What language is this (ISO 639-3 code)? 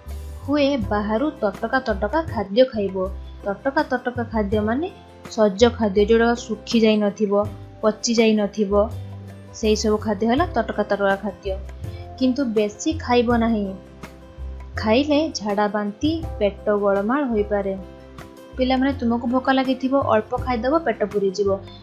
ori